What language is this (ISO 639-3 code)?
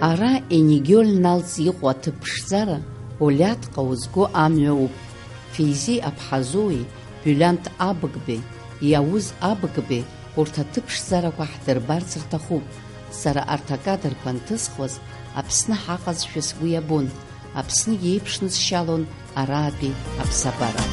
abk